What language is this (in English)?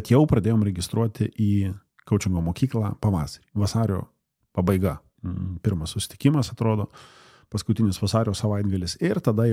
Lithuanian